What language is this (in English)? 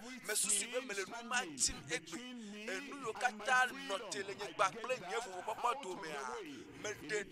Ewe